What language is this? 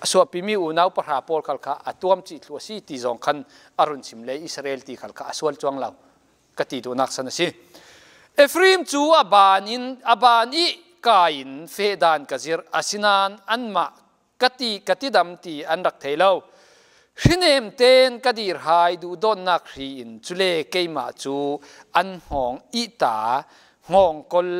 Falam Chin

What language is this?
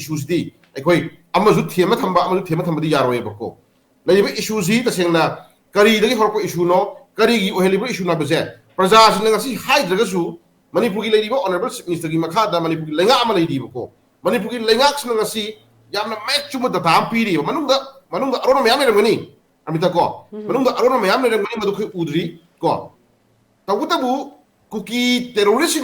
Manipuri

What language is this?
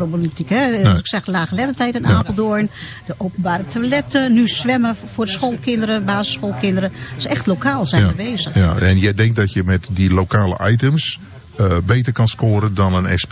Dutch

